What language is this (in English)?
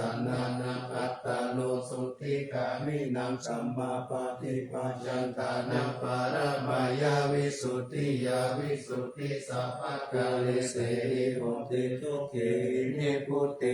Pali